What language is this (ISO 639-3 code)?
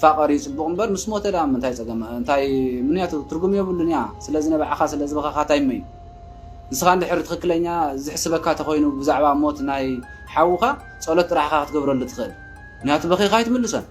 tir